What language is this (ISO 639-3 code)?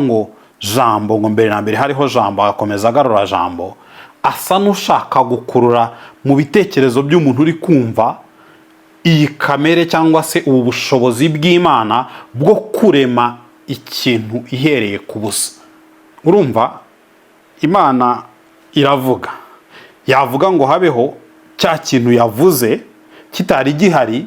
kin